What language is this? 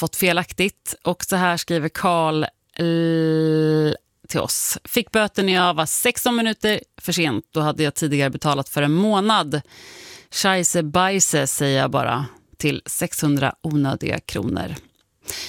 Swedish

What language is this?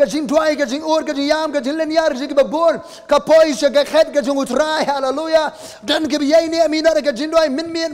Khasi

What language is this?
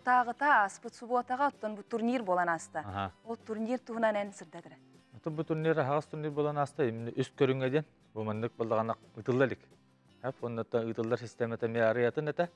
Yakut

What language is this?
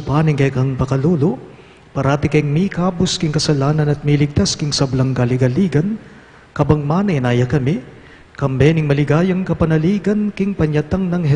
Pampanga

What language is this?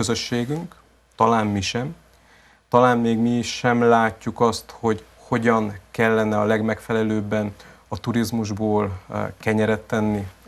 Hungarian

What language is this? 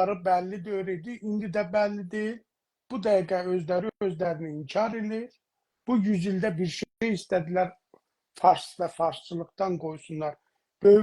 South Azerbaijani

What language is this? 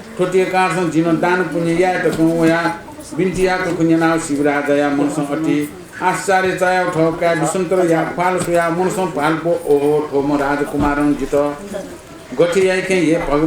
Newari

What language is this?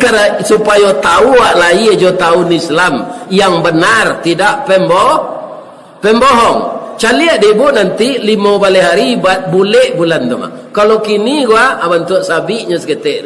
Minangkabau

